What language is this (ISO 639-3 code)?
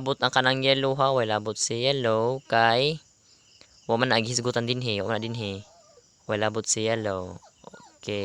ceb